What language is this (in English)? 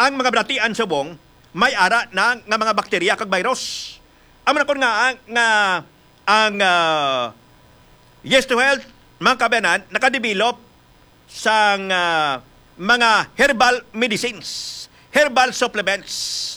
Hiligaynon